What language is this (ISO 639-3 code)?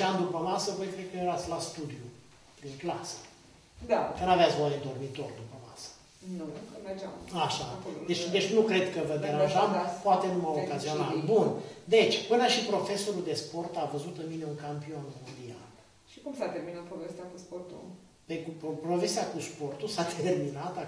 ron